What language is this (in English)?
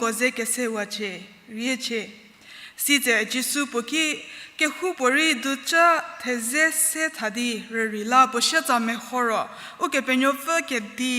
Angami Naga